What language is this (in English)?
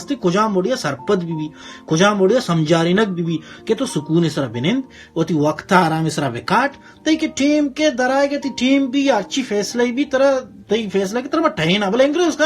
Baluchi